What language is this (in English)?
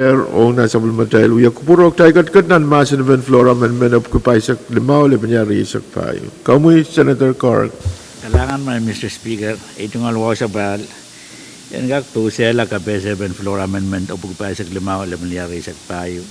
Pohnpeian